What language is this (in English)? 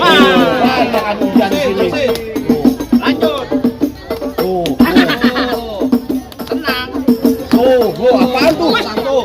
Betawi